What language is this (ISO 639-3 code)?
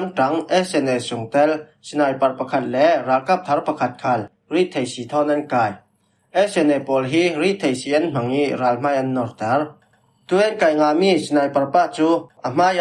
cfm